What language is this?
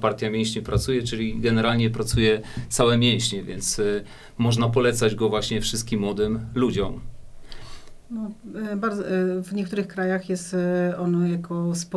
Polish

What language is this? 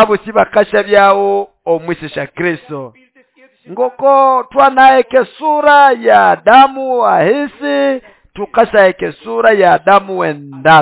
Nande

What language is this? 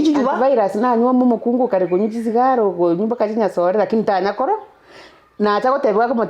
Gusii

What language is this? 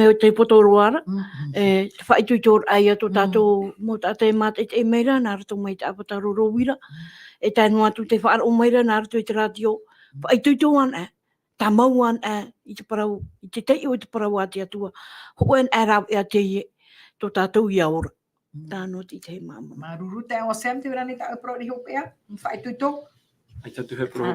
Tahitian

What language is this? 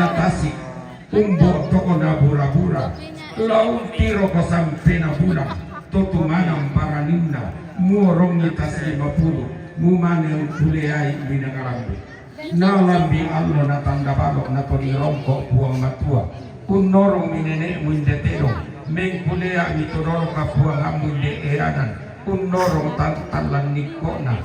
Toraja-Sa'dan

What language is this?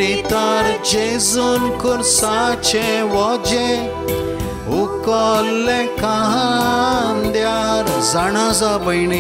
Konkani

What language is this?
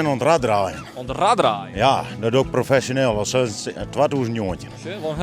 Western Frisian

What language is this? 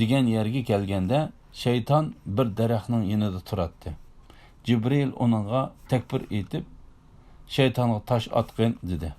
Uyghur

